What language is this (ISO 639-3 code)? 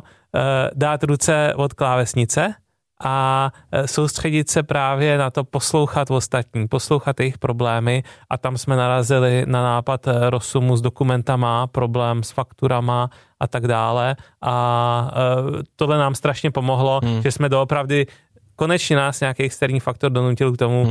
ces